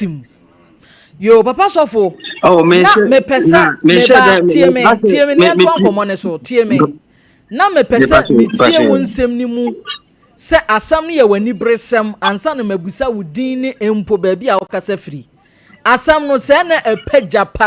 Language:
Akan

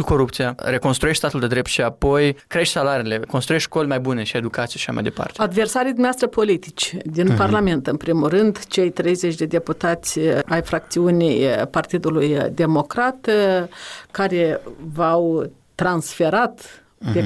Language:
Romanian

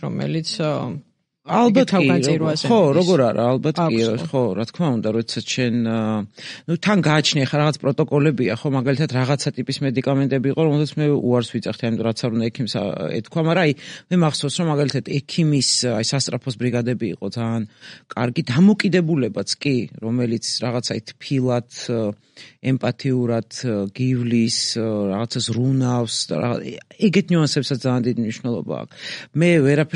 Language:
Georgian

